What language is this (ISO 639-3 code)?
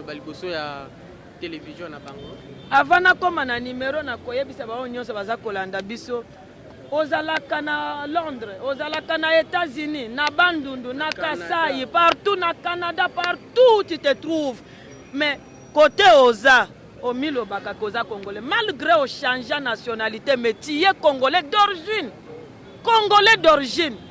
lin